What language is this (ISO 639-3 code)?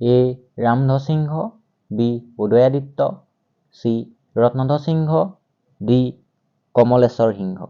asm